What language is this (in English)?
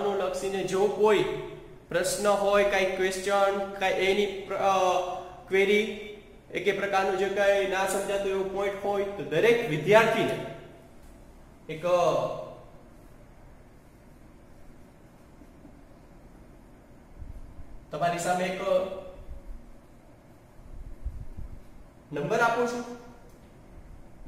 Gujarati